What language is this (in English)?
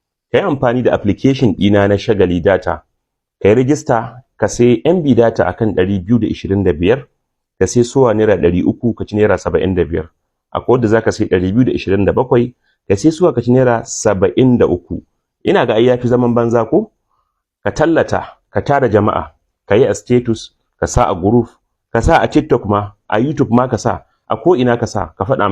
Hausa